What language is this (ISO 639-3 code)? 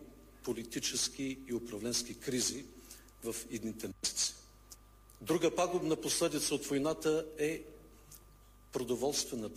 bul